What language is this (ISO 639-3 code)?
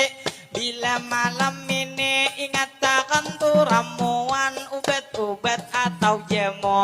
bjn